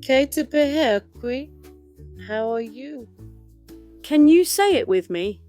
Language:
Māori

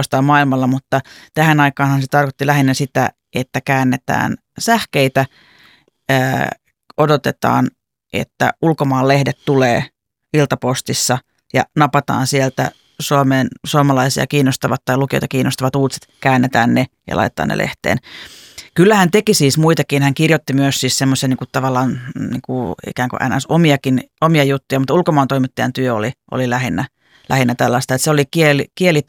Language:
Finnish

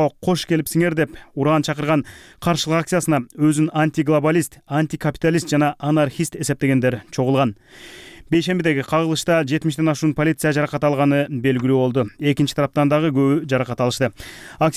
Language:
Kyrgyz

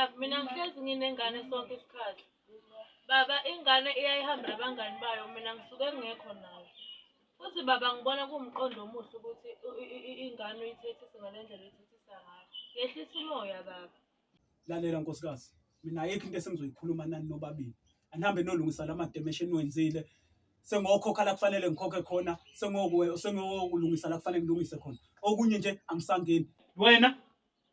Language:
Zulu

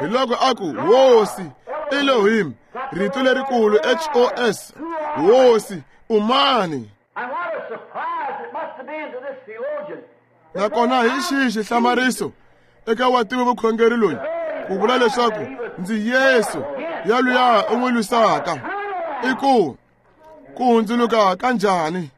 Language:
Tsonga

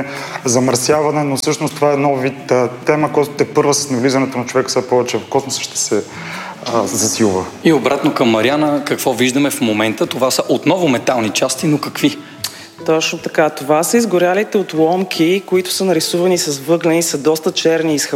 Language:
Bulgarian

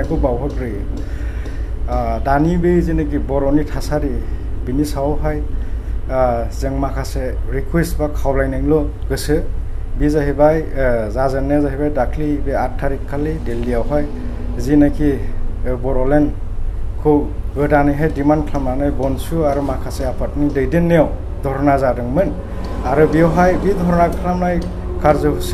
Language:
Bodo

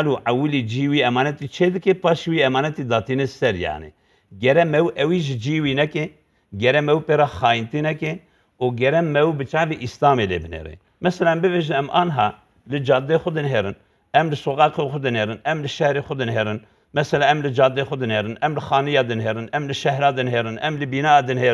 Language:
Kurdish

